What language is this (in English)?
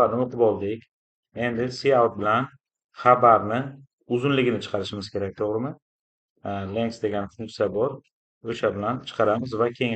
Uzbek